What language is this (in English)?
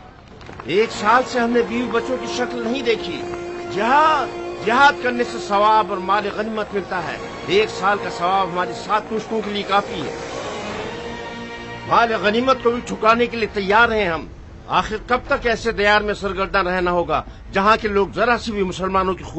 Urdu